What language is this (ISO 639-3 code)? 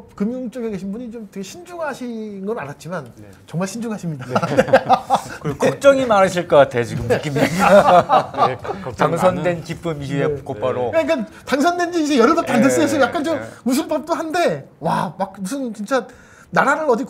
kor